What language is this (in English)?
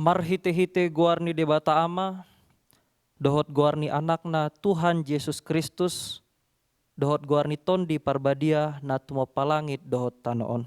Batak Toba